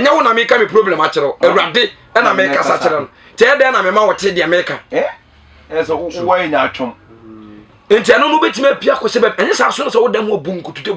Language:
Akan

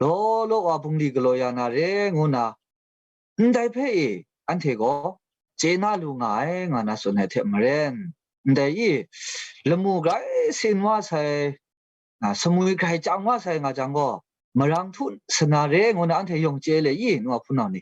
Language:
Kachin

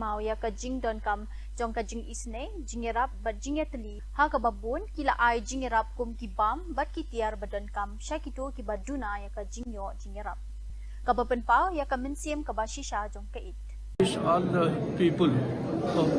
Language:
Khasi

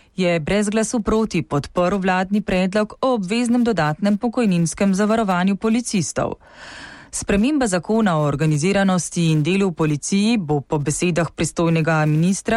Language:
Slovenian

